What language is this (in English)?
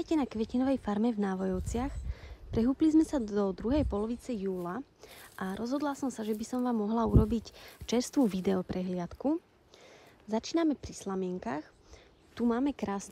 Slovak